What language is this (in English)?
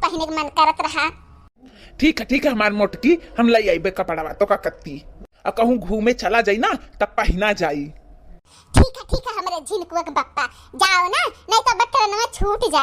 Bhojpuri